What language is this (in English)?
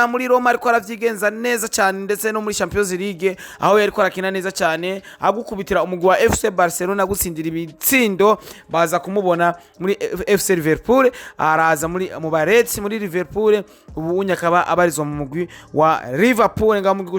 Rundi